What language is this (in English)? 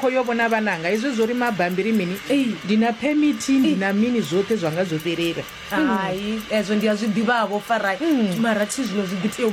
Venda